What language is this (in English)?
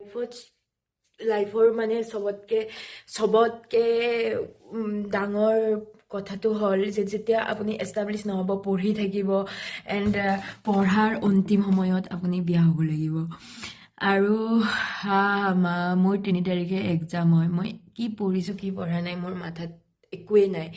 Assamese